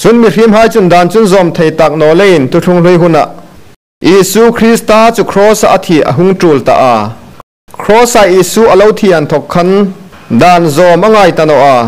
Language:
Hmar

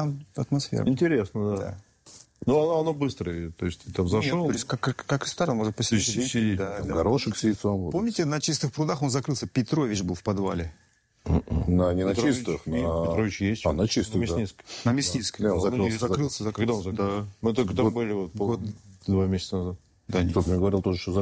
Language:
Russian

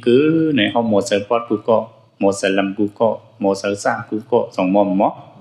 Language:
Shan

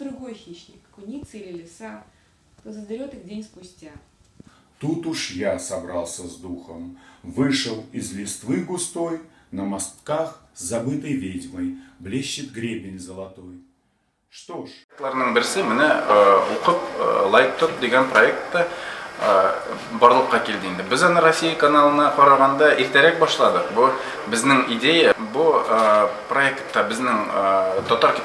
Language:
Tatar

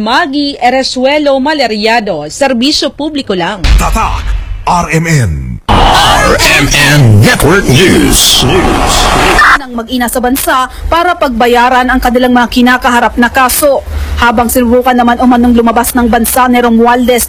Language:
Filipino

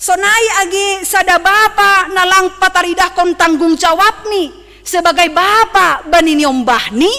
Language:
Batak Simalungun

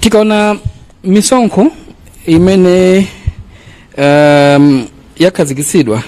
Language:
Nyanja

